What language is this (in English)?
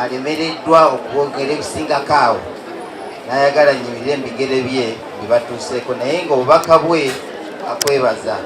Ganda